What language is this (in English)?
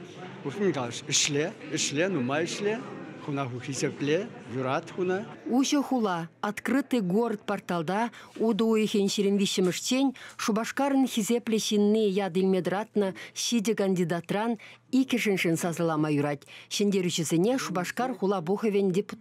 Chuvash